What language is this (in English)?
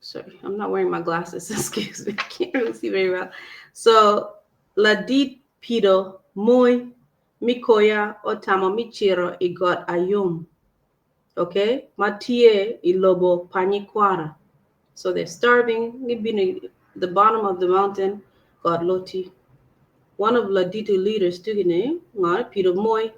Acoli